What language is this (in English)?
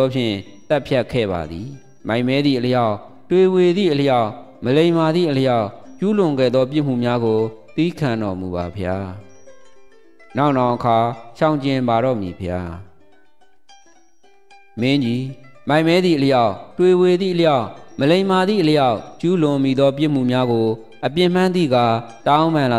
Burmese